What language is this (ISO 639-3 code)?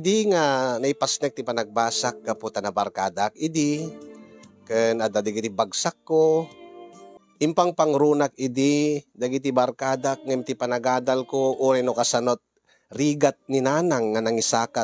ilo